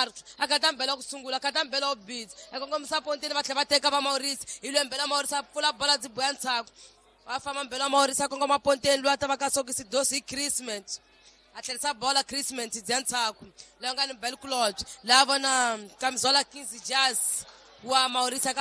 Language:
Tsonga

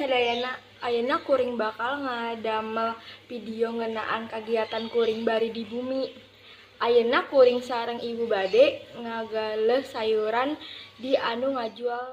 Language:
Sundanese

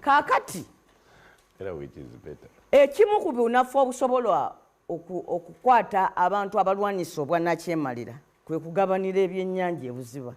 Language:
Ganda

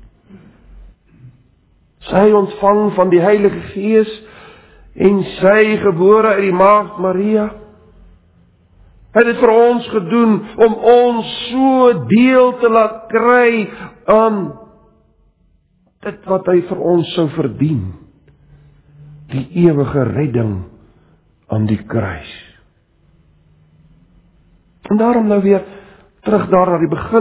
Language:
Afrikaans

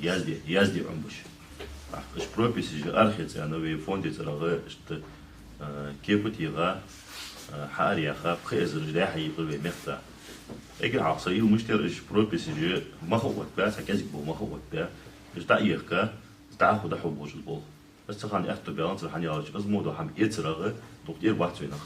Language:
Ingush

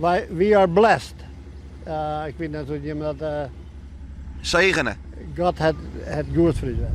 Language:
Western Frisian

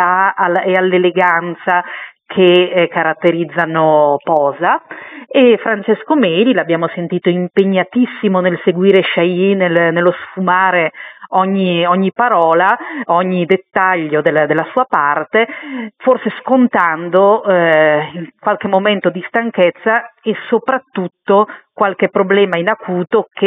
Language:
Italian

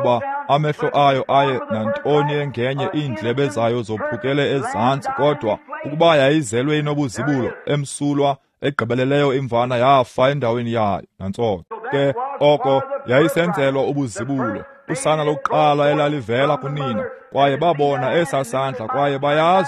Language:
Xhosa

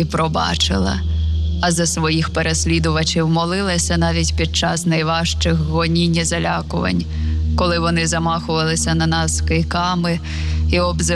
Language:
Ukrainian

